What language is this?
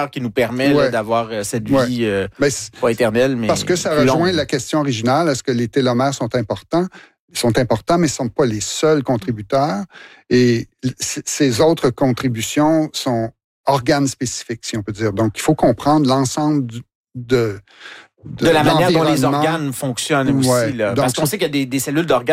French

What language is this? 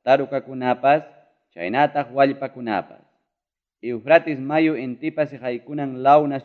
Ayacucho Quechua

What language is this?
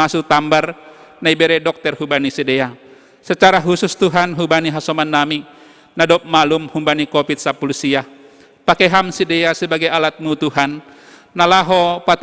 Batak Simalungun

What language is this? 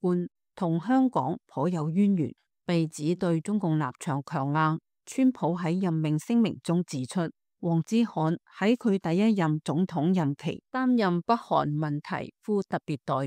Cantonese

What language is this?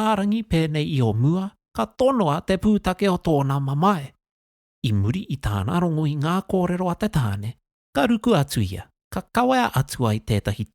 Māori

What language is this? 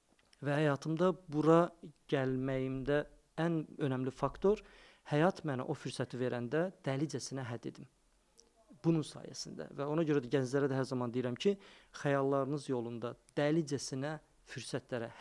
Azerbaijani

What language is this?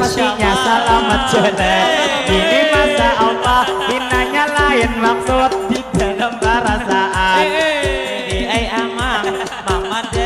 Banjar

